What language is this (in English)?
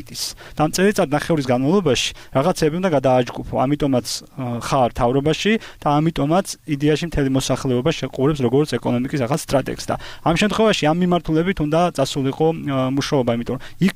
Georgian